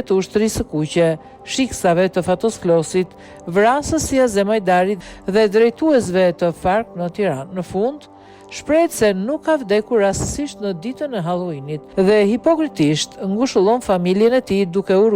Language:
Albanian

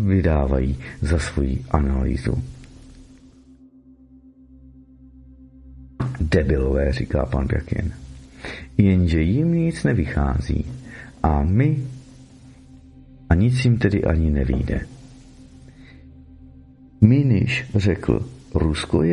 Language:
Czech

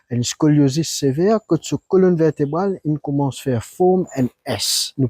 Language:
Morisyen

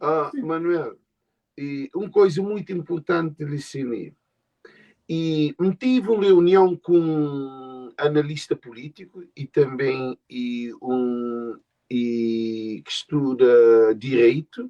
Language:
Kabuverdianu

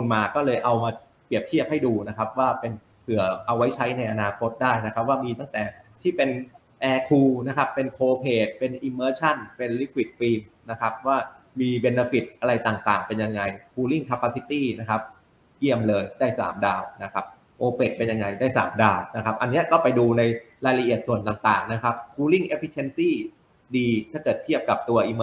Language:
Thai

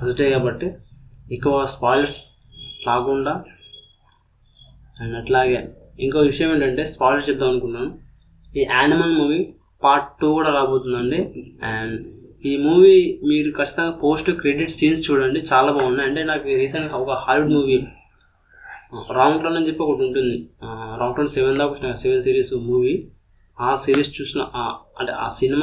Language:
Telugu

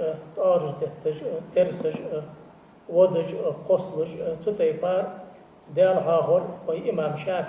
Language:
Ingush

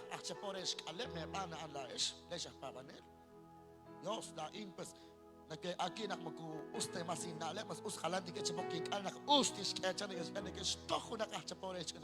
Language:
Kekchí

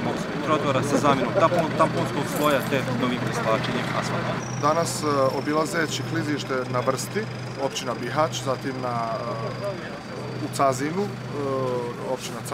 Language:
Bosnian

